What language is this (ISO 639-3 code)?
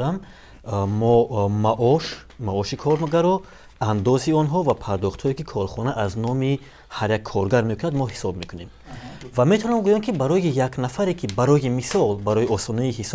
tgk